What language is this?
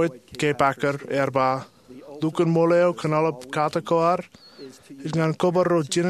Marshallese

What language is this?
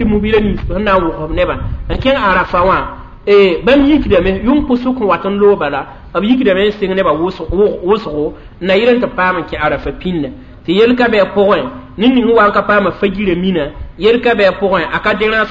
Mossi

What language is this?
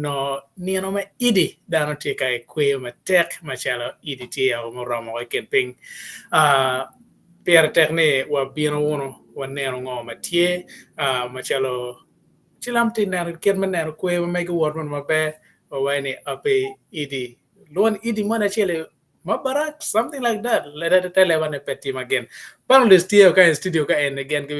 Acoli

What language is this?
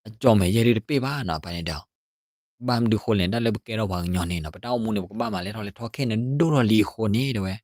S'gaw Karen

